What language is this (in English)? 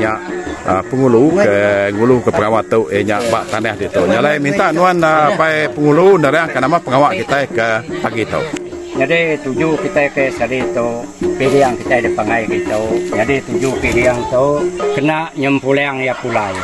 Iban